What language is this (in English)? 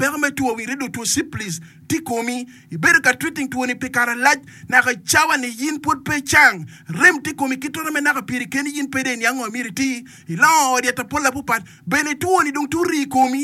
Acoli